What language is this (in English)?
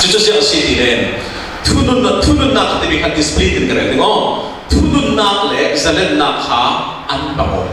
Falam Chin